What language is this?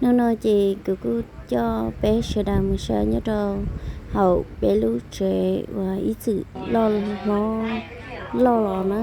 Hmong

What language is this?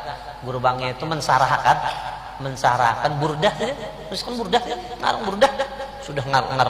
Banjar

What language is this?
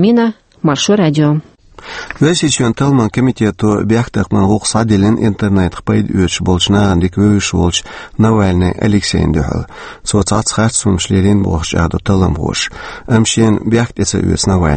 Chechen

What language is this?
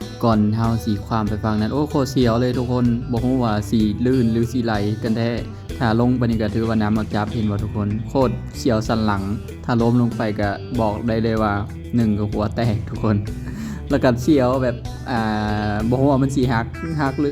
Lao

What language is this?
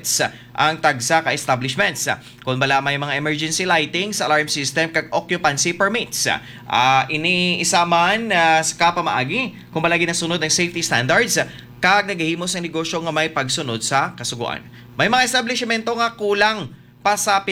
Hiligaynon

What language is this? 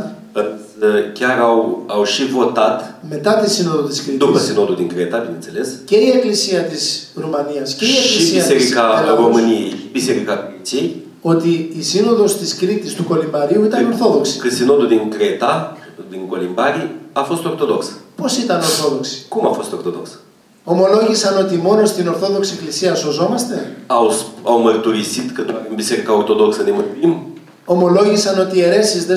Romanian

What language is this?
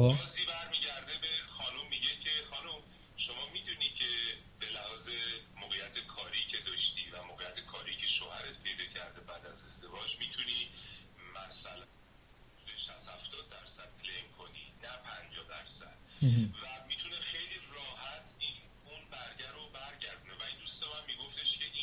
Persian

